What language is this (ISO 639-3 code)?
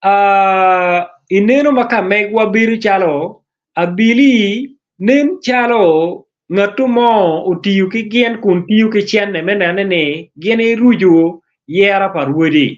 ach